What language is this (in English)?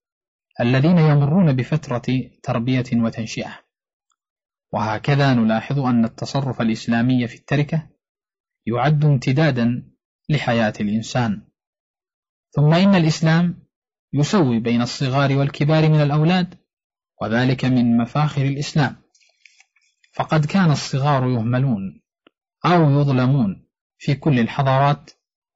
Arabic